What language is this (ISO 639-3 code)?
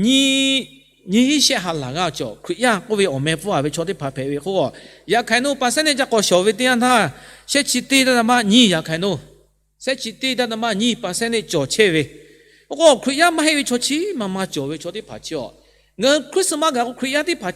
lhu